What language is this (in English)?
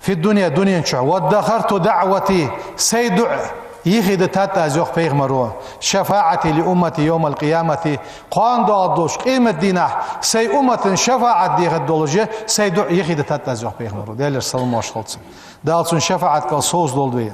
Ingush